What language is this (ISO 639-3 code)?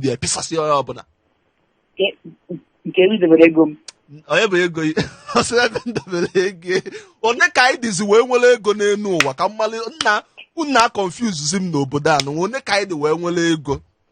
ibo